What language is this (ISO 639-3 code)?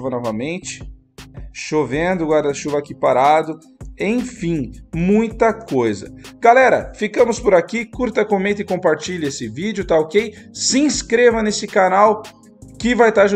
por